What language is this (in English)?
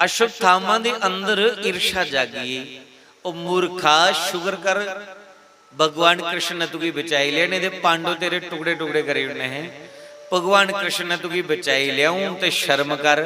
Dogri